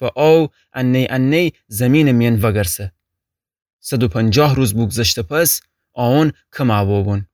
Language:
Gilaki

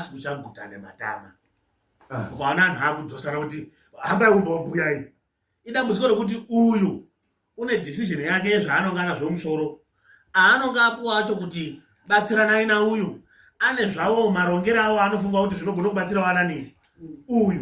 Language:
Shona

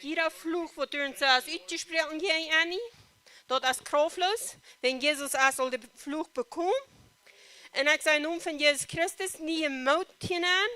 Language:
Plautdietsch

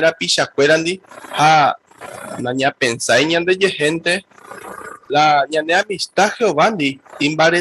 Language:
Guarani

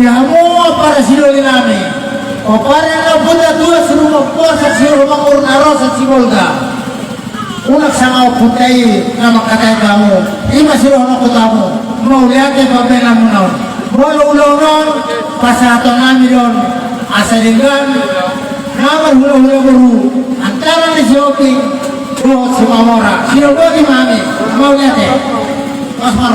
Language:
Batak Toba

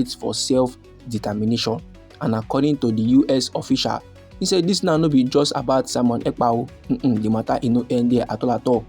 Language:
Nigerian Pidgin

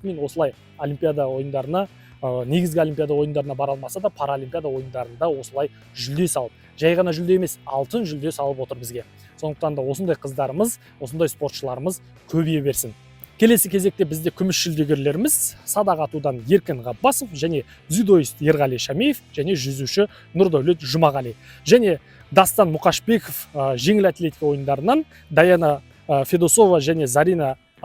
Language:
Kazakh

